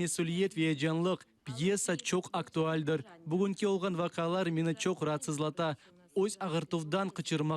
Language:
Crimean Tatar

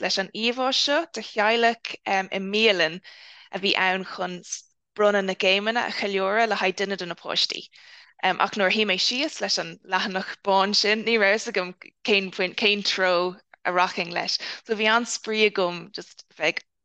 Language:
Irish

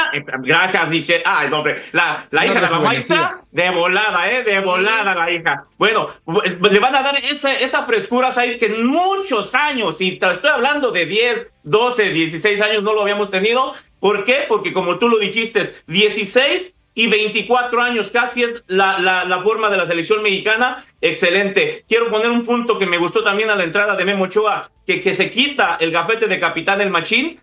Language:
Spanish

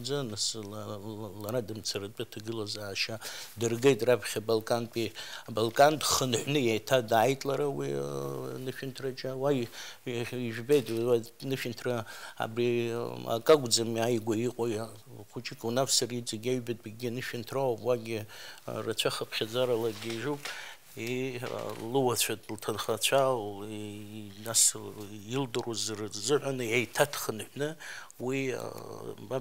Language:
Abkhazian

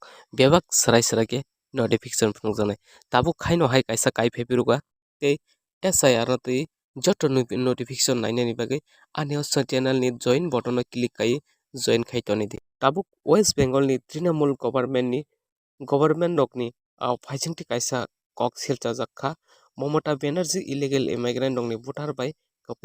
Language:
Kok Borok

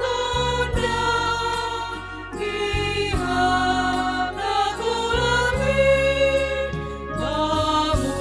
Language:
Batak Simalungun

